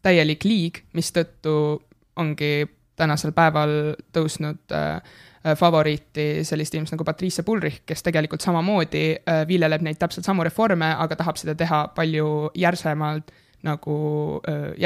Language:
Estonian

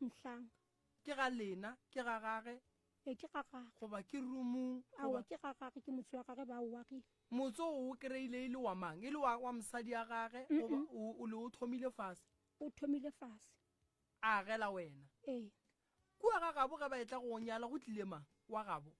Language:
Northern Sotho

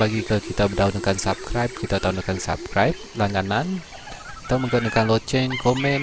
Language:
Iban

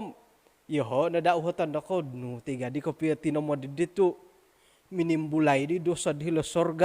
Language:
Central Dusun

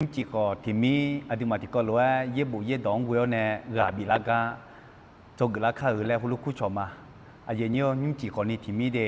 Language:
Akha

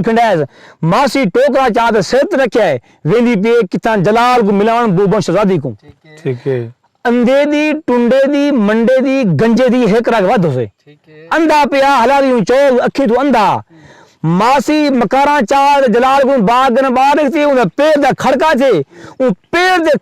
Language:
Saraiki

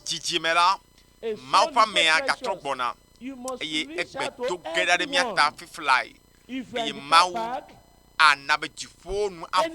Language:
Ewe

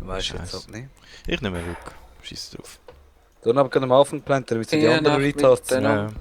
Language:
Swiss German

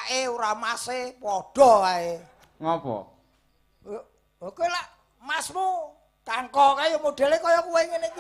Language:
Javanese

